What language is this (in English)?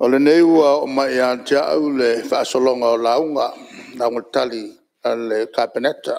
Samoan